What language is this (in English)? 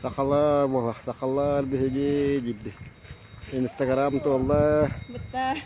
Yakut